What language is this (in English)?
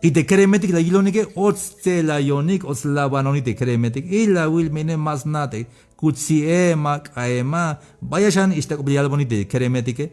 Tzeltal